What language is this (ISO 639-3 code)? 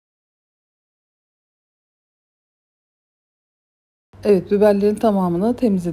tur